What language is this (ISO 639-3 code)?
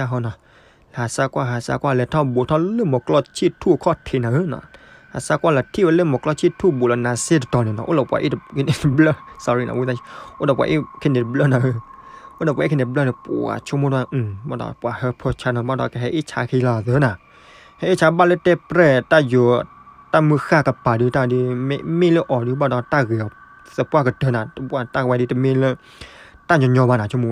ksw